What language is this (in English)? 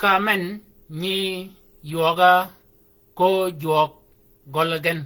Shilluk